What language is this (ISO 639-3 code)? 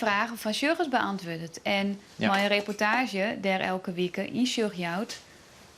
fry